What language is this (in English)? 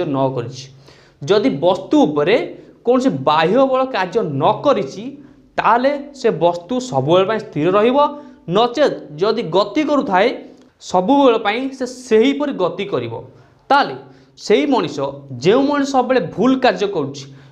Odia